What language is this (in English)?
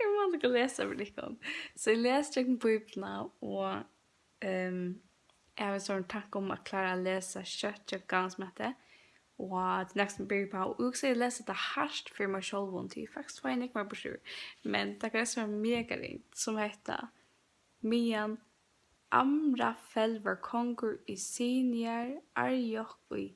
Faroese